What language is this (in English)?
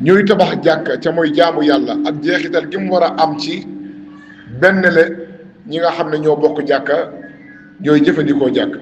Wolof